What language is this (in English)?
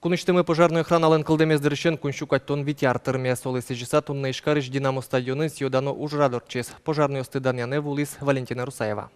Udmurt